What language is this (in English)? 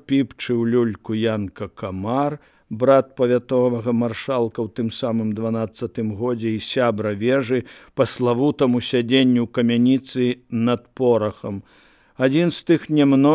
Belarusian